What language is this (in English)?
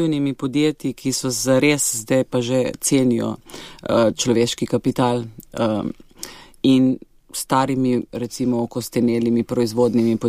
Slovenian